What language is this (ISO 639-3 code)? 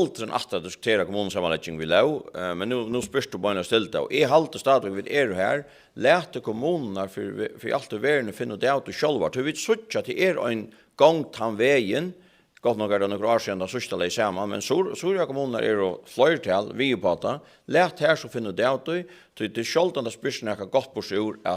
fao